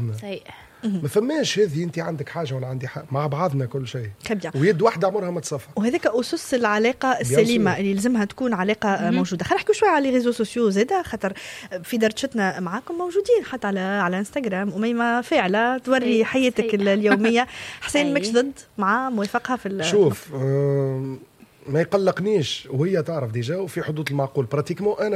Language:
Tunisian Arabic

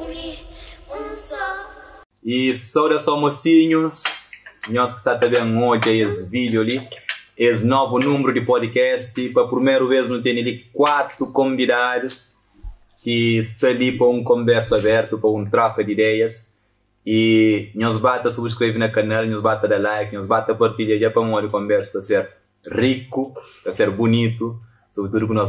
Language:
Kabuverdianu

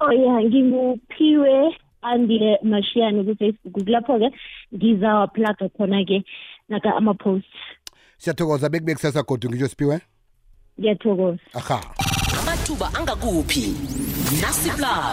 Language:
South Ndebele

